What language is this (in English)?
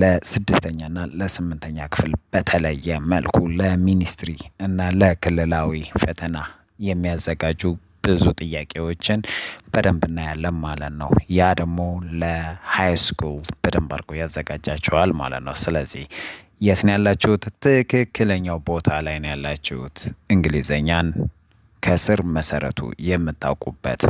Amharic